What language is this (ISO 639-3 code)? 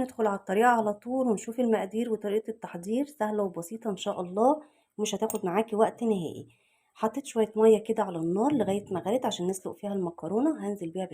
arz